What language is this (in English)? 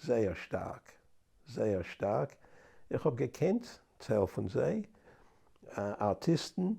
Yiddish